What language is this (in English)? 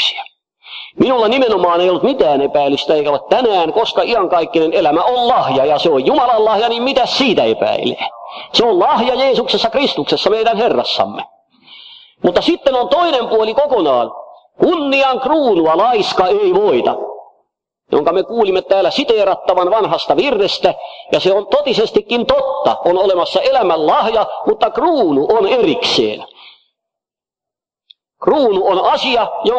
Finnish